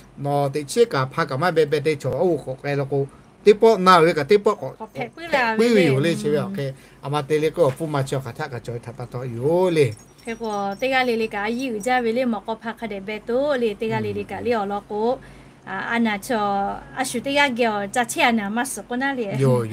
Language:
Lahu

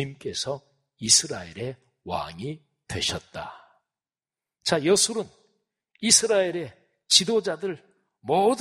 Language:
Korean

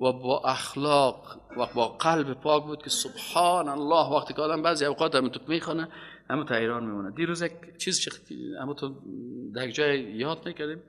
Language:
Persian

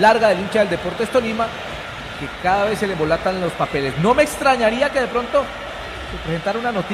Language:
Spanish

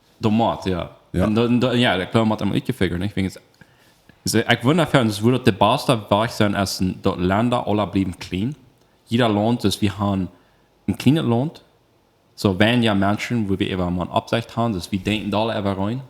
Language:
Plautdietsch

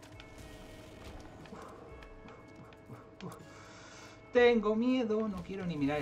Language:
Spanish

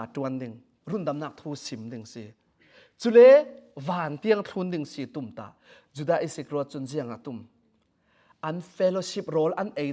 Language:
Falam Chin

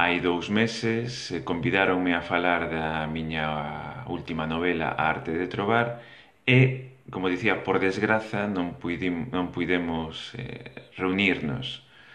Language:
Galician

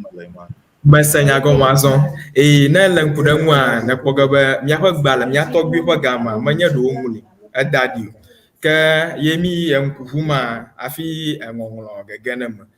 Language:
Ewe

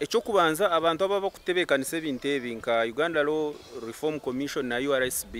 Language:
Nyankole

